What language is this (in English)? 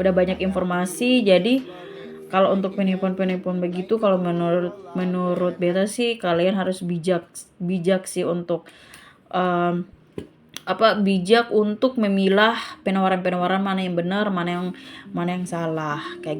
Ambonese Malay